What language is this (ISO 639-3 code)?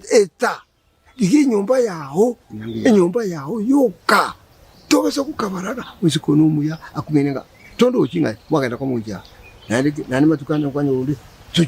guz